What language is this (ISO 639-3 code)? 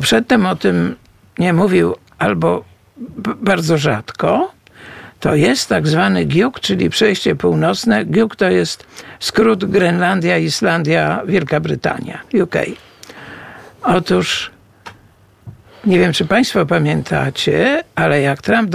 pol